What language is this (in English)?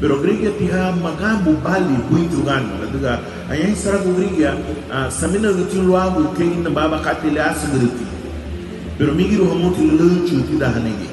Garifuna